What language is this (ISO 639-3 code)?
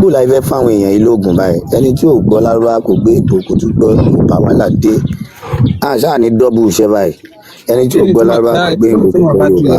yor